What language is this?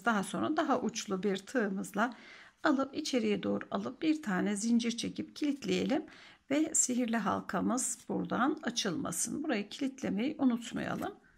Turkish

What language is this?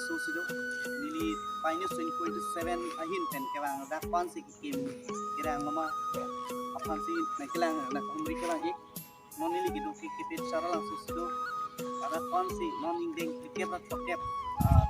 Karbi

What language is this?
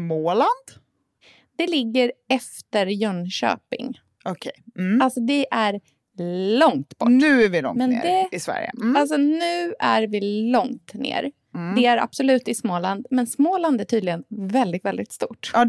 Swedish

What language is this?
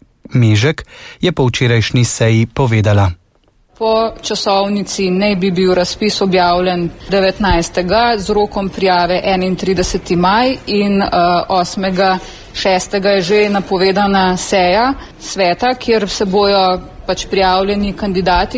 Slovenian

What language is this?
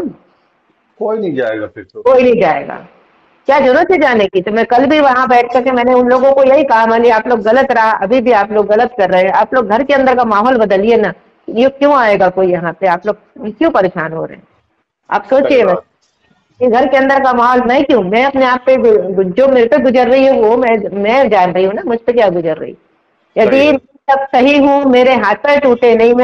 Hindi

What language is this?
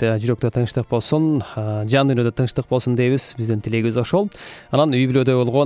Kyrgyz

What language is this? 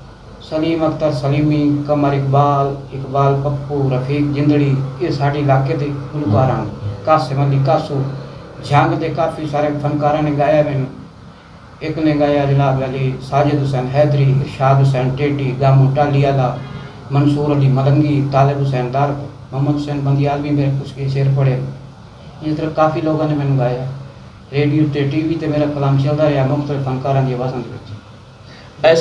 Saraiki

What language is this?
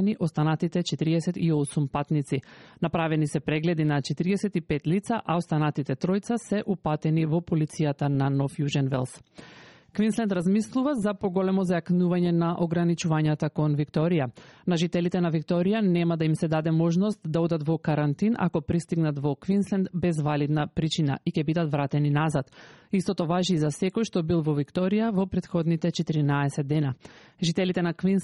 Macedonian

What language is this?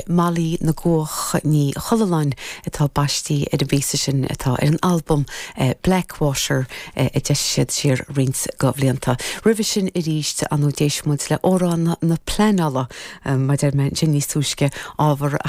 Irish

